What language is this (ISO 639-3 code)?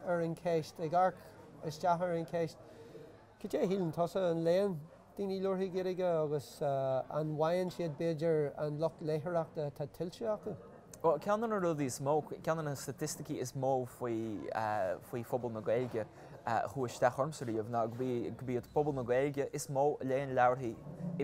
gle